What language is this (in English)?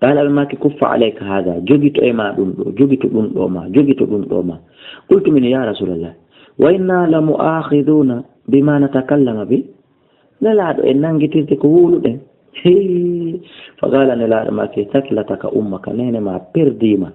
Fula